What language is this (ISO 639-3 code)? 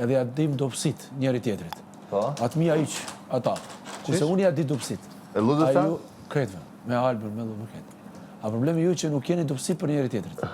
sqi